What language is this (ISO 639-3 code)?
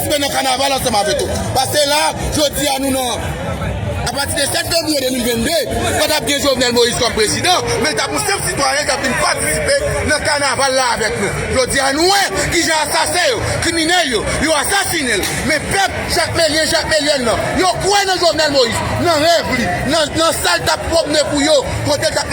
hat